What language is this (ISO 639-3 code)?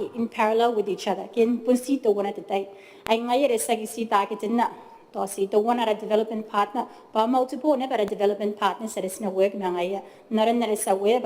gil